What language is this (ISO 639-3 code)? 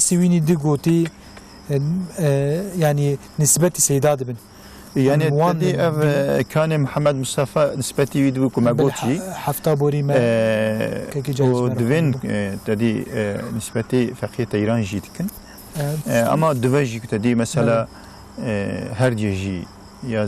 kur